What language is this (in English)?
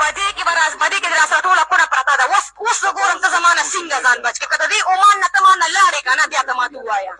Pashto